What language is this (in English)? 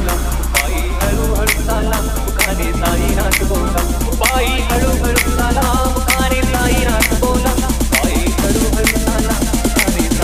Marathi